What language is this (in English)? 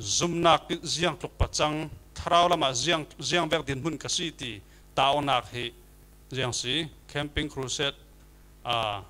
Falam Chin